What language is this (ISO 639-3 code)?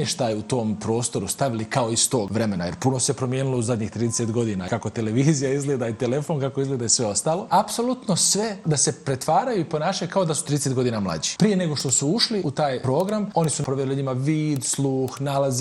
bos